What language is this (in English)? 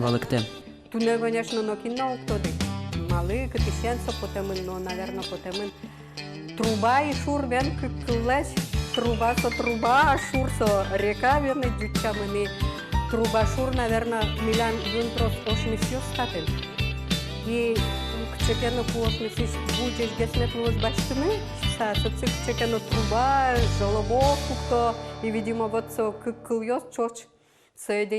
Udmurt